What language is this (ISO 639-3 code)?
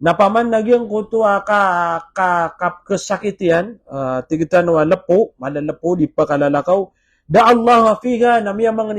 mrw